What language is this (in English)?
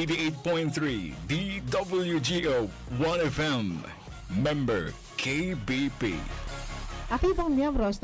Bikol